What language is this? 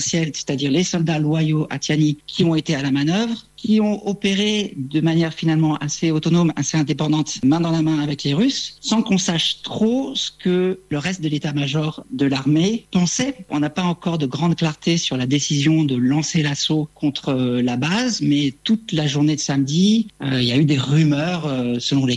French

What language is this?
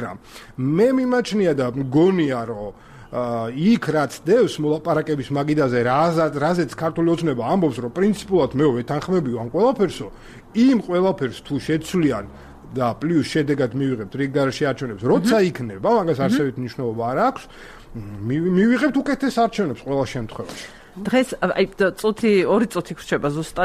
Georgian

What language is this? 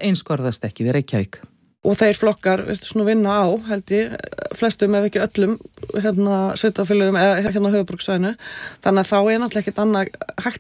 Icelandic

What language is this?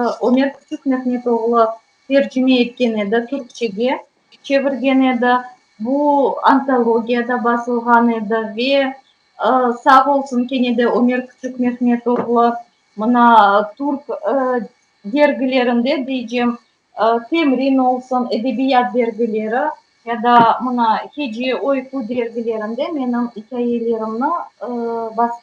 Crimean Tatar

